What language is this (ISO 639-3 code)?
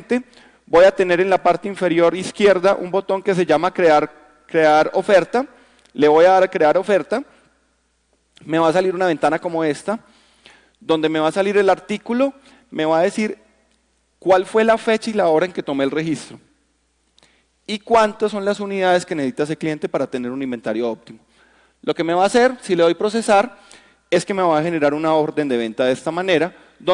spa